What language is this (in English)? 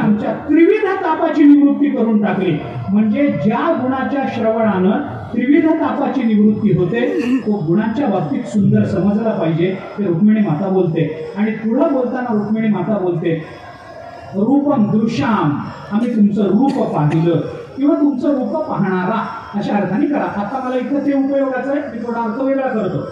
Marathi